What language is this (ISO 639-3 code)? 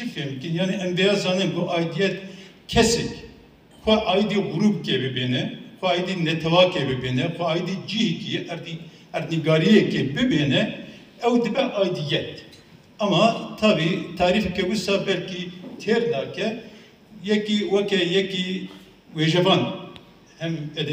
kur